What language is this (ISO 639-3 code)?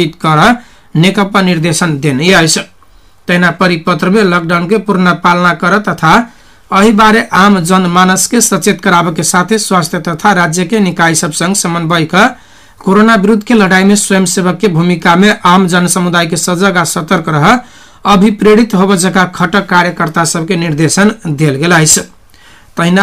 mai